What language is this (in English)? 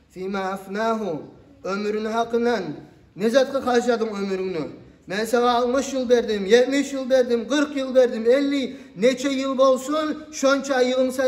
Kumyk